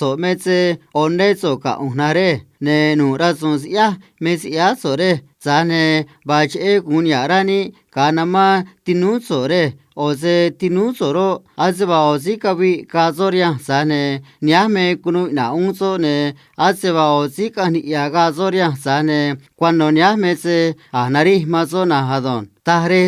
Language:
Copala Triqui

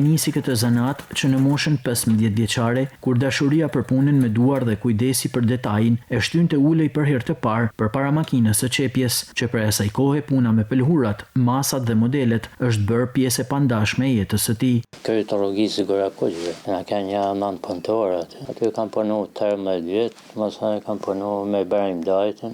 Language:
Albanian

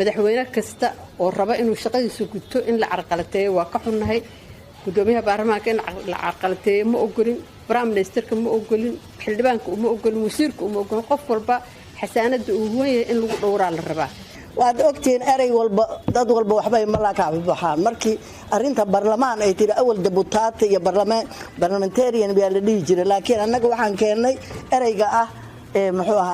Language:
Somali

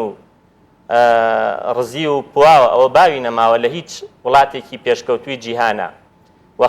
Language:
Central Kurdish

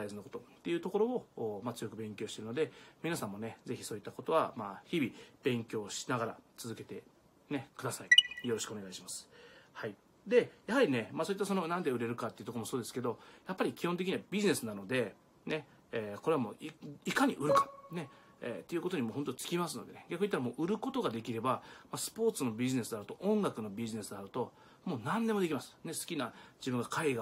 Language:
Japanese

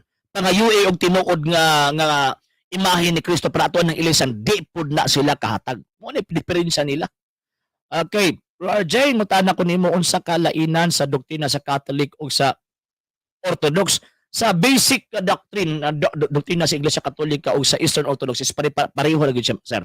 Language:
Cebuano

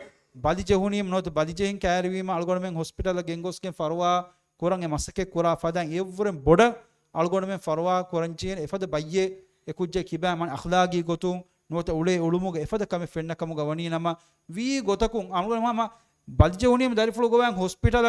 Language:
Divehi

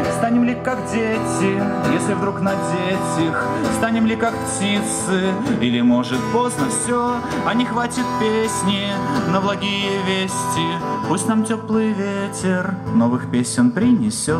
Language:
Russian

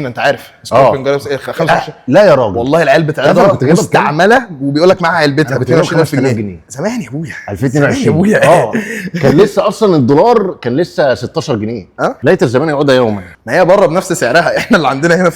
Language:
Egyptian Arabic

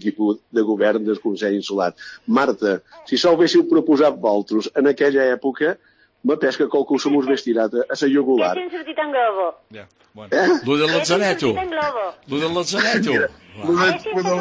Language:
Catalan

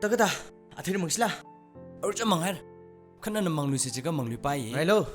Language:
Tangkhul Naga (India)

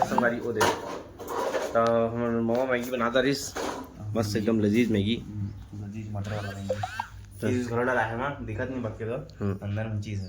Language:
Chhattisgarhi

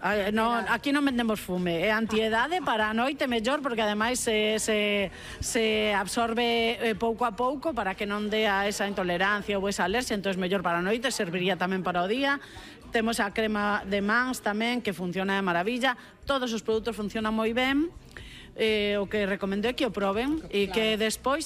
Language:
Galician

